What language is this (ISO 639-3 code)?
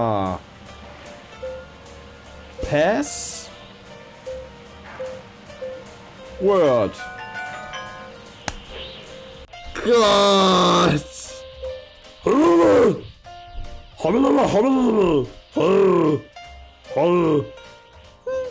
deu